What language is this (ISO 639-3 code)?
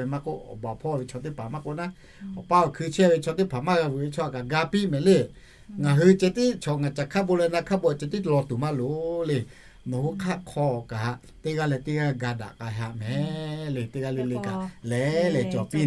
lhu